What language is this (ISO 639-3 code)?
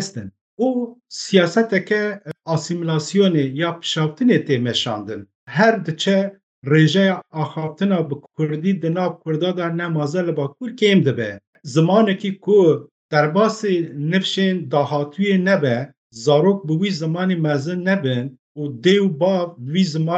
kur